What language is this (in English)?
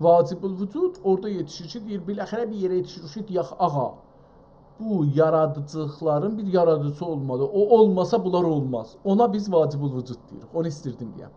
South Azerbaijani